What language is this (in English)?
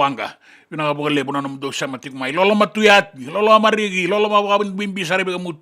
Fijian